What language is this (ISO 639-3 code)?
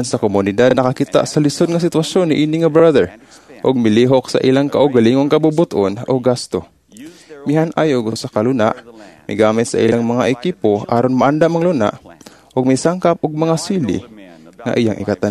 ceb